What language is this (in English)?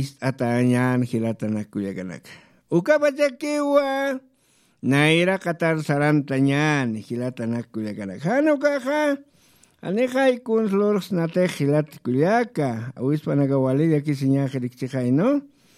Aymara